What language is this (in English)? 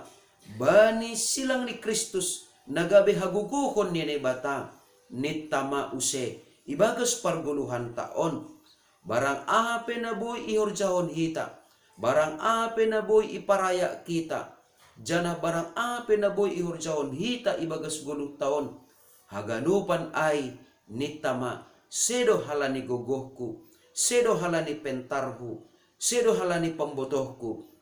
Batak Simalungun